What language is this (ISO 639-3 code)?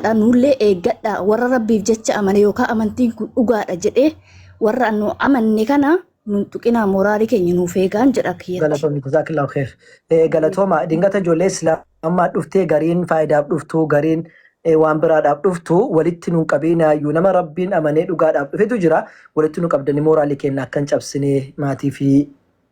orm